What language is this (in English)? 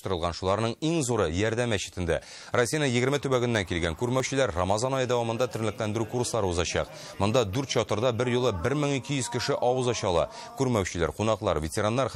Tatar